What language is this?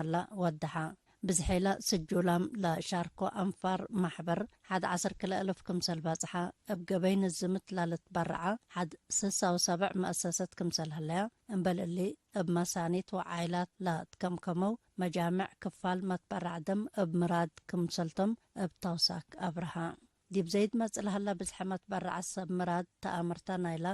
Tigre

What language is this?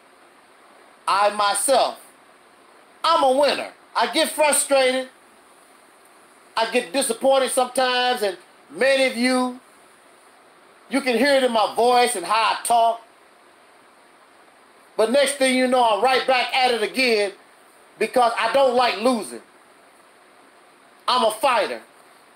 English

